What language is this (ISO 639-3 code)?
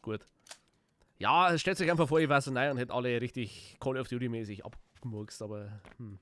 bar